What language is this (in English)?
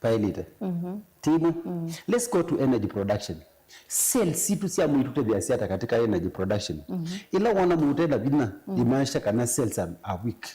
Kamba